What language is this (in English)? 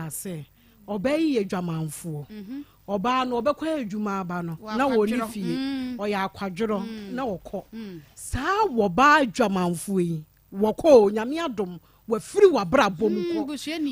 Akan